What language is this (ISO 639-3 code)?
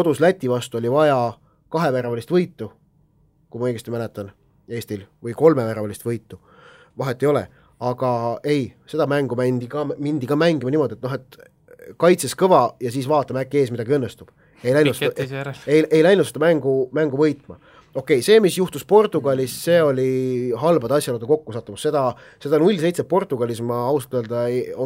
est